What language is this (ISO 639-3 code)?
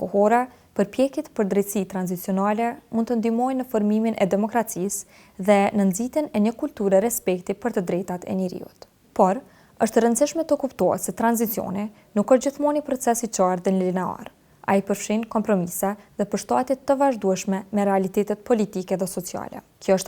sqi